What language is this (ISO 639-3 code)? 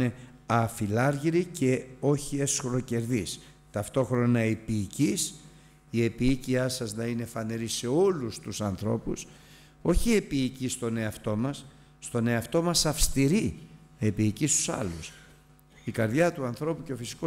ell